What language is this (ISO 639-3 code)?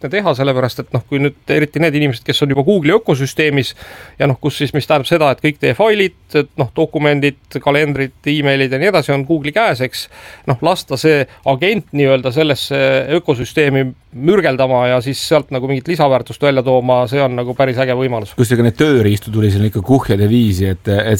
est